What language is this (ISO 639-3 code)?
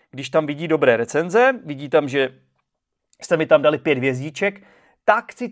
ces